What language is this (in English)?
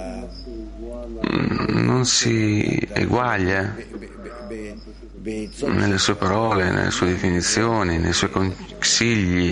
Italian